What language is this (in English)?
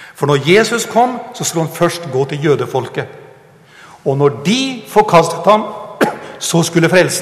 Norwegian